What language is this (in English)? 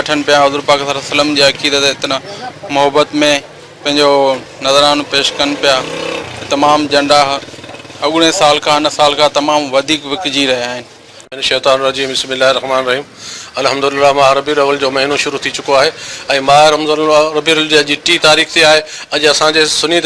Sindhi